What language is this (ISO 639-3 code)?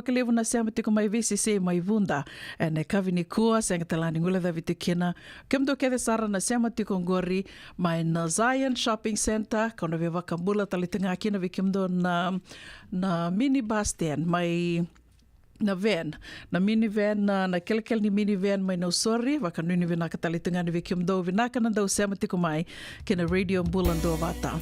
fij